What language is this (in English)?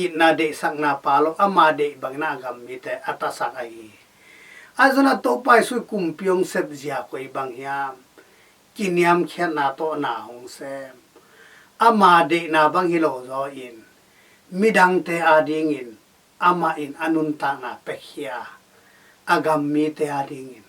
Tedim Chin